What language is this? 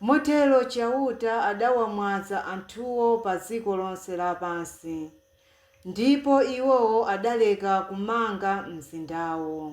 Nyanja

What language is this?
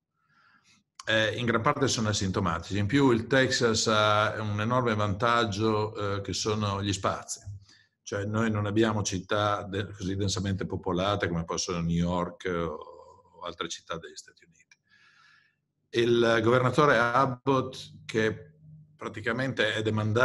Italian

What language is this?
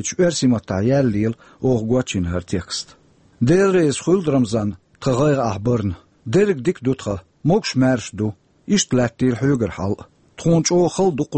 Chechen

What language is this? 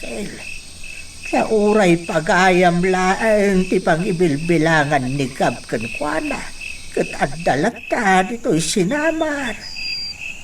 Iloko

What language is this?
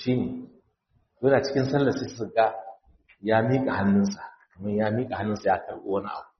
Hausa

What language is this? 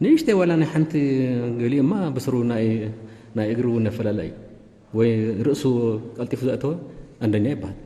Tigrinya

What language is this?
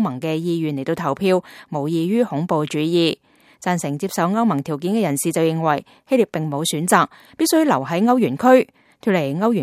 Cantonese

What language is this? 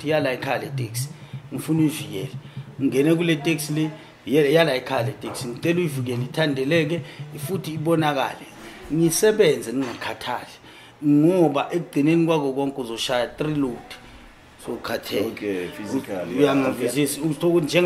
Zulu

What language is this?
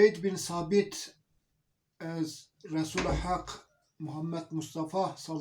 Zaza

